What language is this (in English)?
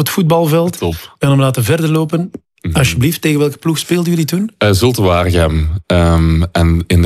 Dutch